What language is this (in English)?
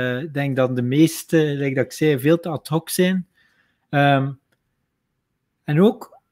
Dutch